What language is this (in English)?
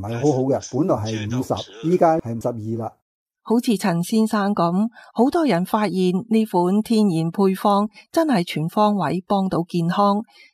Cantonese